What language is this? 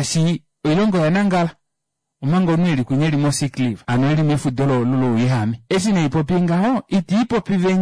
Kuanyama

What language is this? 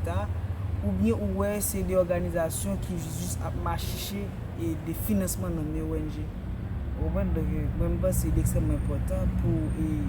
Haitian Creole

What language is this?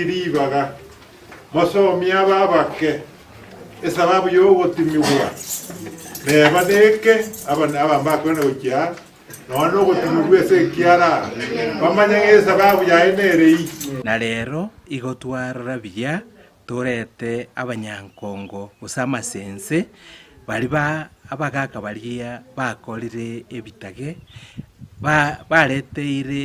Gusii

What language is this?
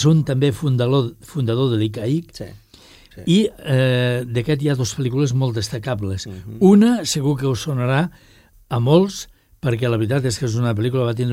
Catalan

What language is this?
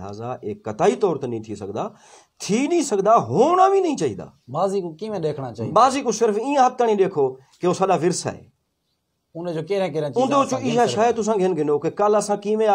Saraiki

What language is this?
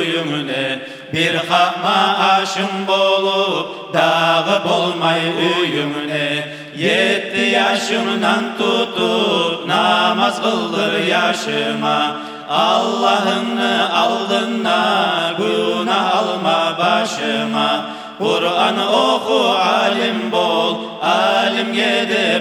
Kumyk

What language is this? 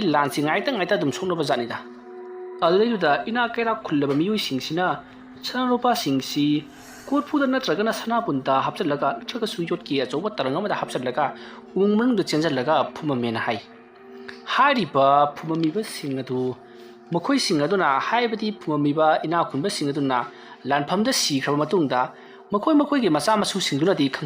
Manipuri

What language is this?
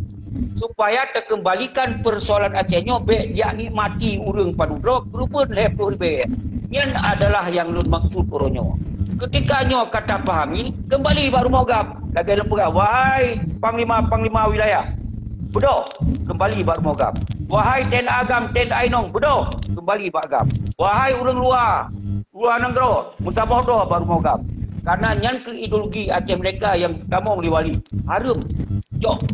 Achinese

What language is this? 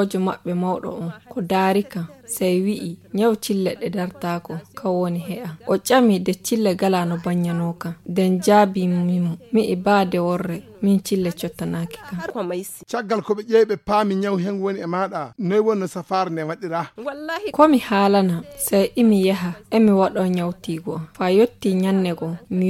Fula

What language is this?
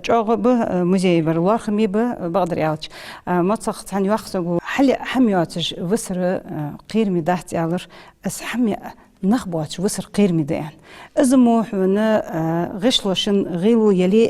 Ingush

